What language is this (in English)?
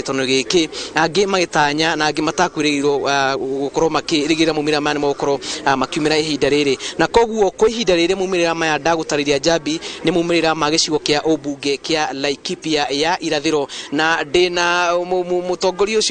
Kikuyu